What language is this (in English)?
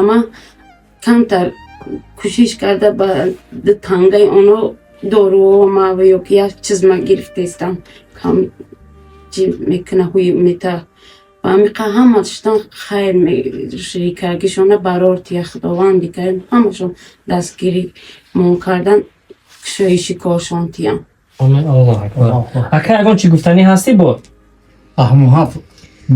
Tajik